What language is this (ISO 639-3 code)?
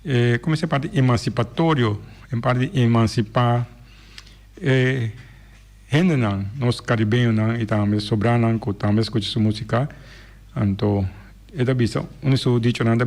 pap